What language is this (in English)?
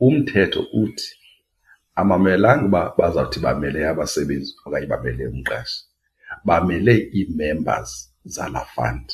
Xhosa